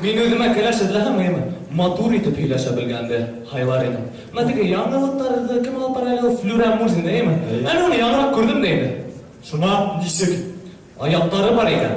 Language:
Bashkir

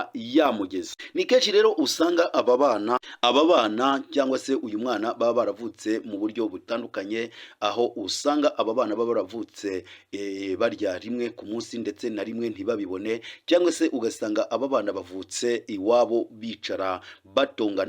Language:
Kinyarwanda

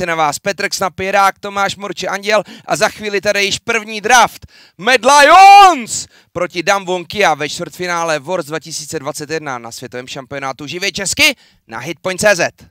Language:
Czech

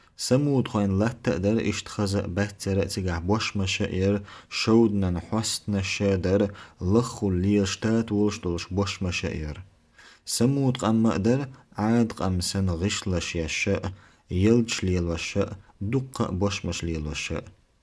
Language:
Chechen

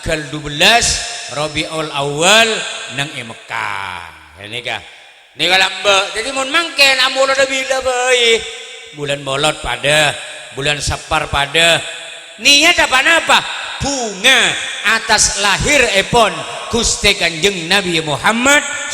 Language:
Madurese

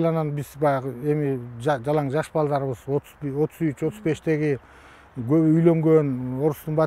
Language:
Kyrgyz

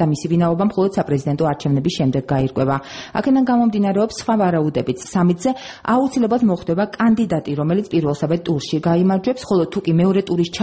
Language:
Georgian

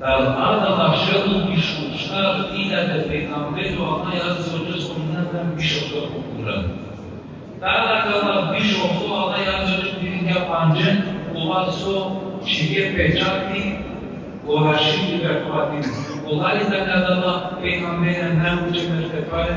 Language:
Balkan Romani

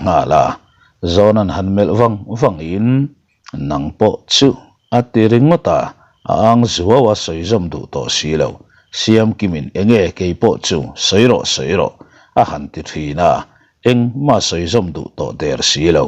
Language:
Mizo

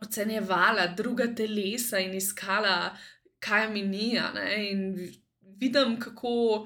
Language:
Slovenian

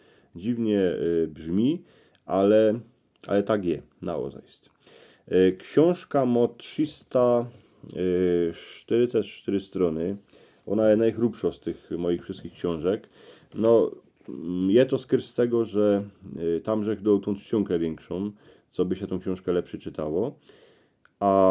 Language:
Silesian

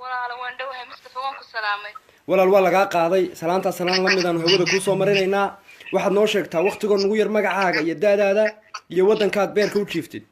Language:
Somali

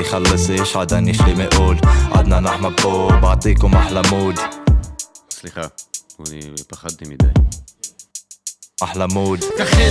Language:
Hebrew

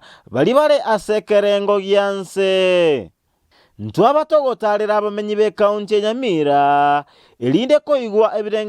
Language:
Gusii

